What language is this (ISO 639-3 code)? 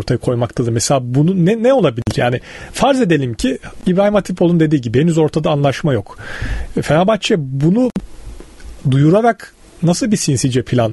tur